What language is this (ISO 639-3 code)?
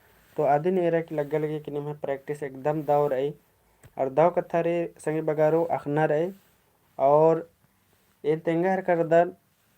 kru